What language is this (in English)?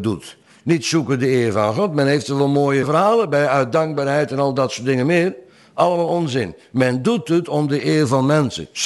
Dutch